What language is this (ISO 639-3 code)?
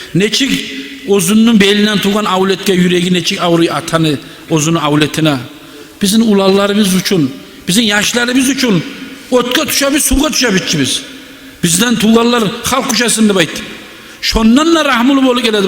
kum